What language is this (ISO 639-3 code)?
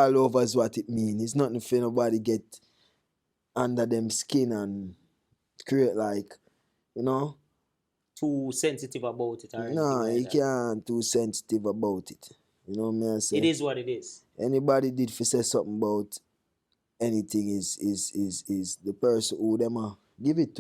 jam